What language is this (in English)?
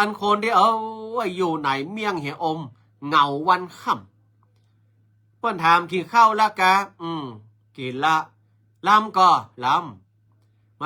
Northern Thai